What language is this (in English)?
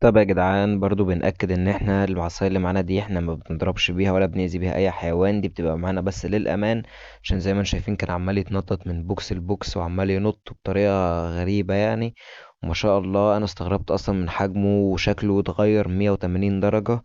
Egyptian Arabic